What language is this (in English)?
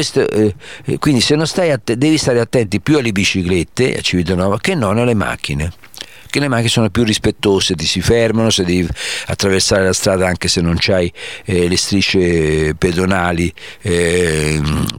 Italian